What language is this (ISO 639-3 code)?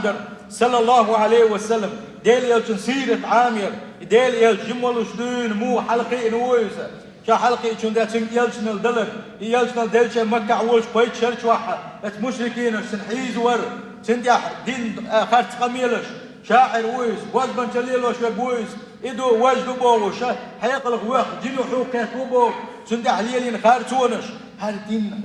che